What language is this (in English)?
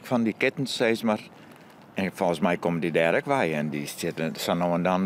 Western Frisian